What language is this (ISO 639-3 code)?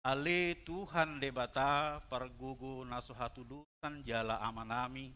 bbc